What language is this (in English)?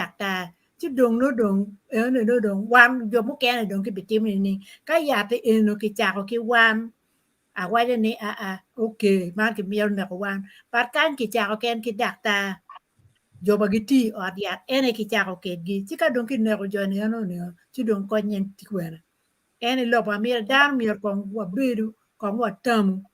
Acoli